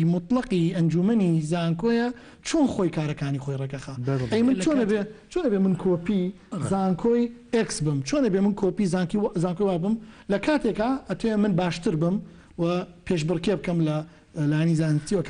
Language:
Central Kurdish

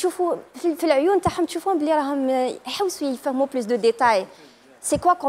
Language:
Algerian Arabic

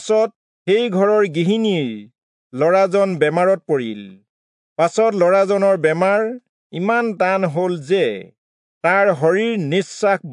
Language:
Assamese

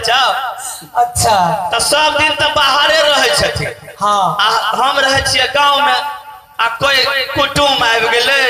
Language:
Maithili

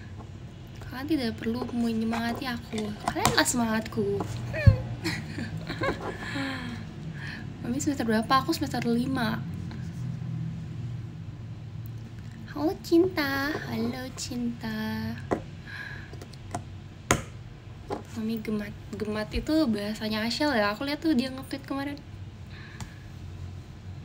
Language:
Indonesian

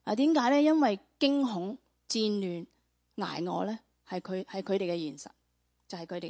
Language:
Cantonese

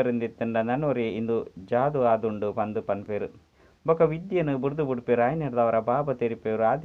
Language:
Tulu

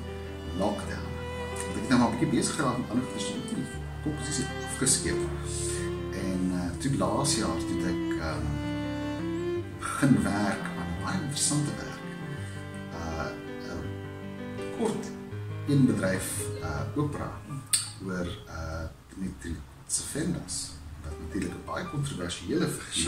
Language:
Afrikaans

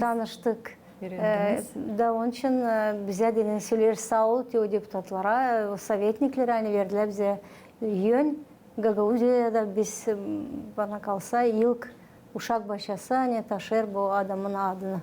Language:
Gagauz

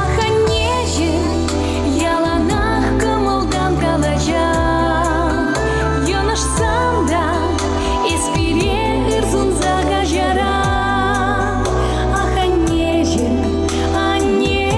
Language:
Chuvash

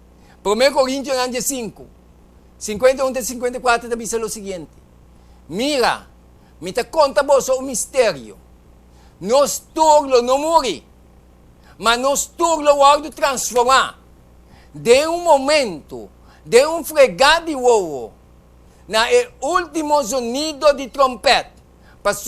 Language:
Papiamento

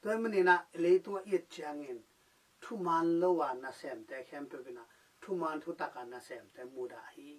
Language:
Tedim Chin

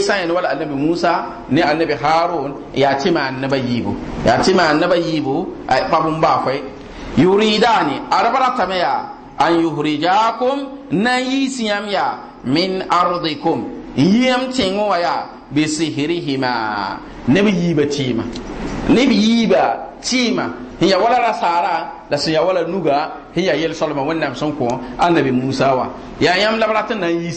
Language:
Mossi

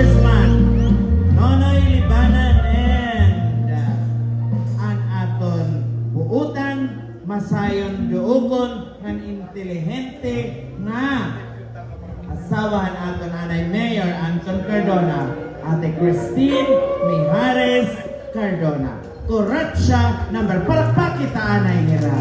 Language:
Waray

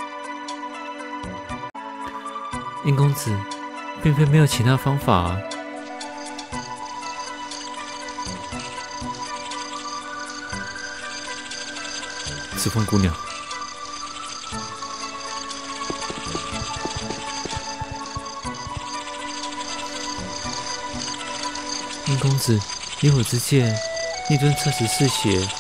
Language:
Chinese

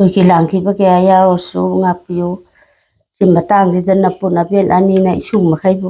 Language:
Manipuri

